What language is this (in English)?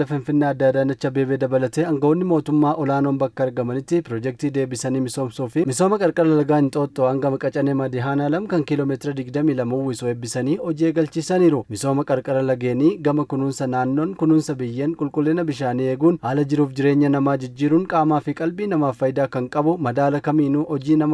Oromo